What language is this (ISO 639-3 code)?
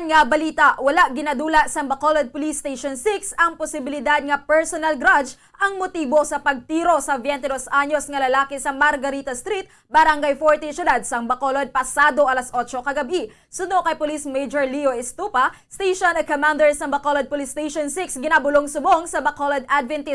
hil